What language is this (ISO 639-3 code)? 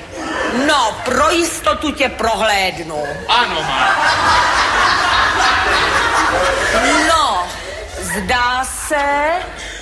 ces